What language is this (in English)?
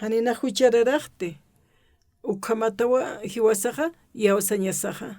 Aymara